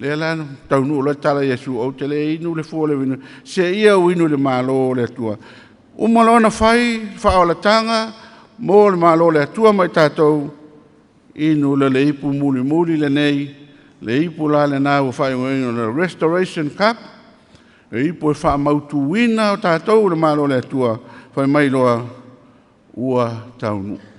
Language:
Samoan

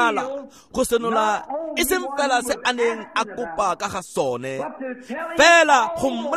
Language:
Tswana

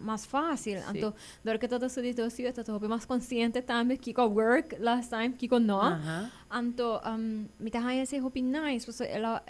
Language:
Papiamento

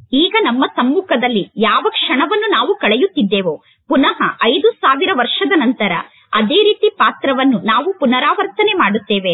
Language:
Kannada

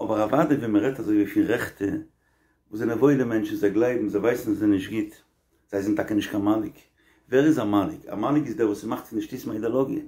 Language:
Yiddish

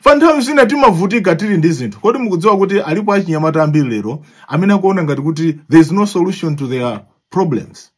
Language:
Nyanja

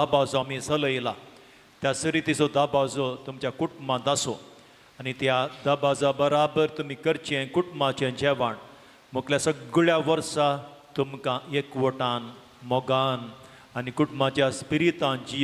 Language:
Konkani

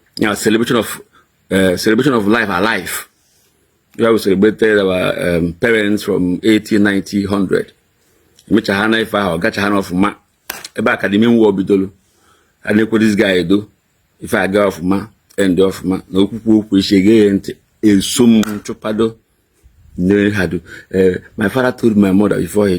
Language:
Igbo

